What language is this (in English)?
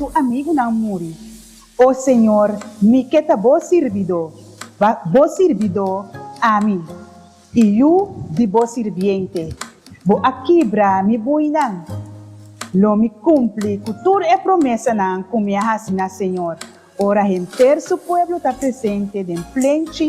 Papiamento